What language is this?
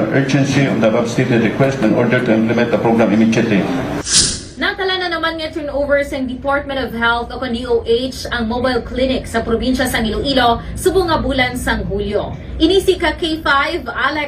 Hiligaynon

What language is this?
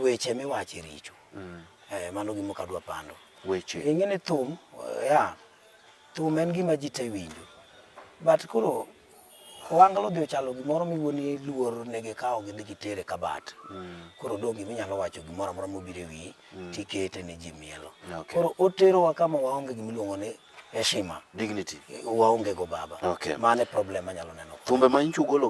Luo (Kenya and Tanzania)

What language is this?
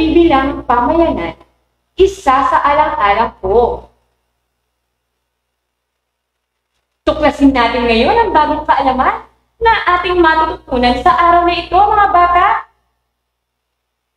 Filipino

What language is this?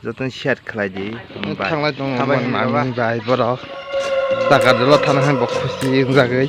Kok Borok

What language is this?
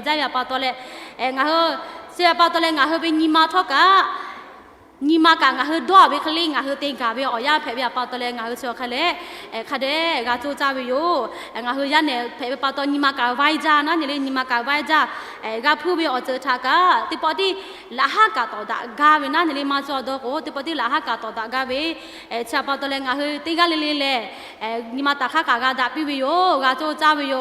Lahu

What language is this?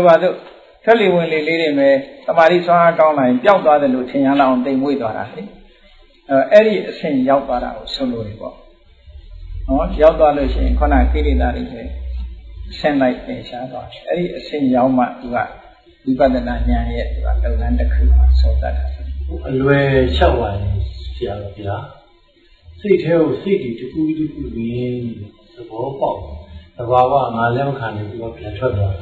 Burmese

